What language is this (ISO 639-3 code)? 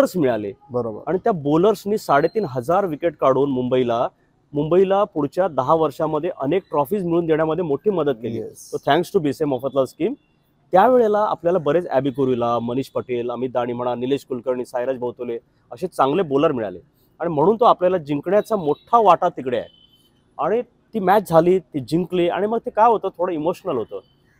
mar